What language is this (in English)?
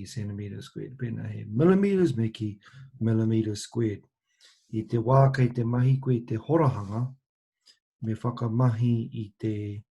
Māori